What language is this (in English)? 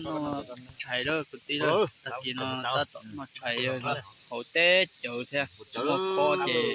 Hmong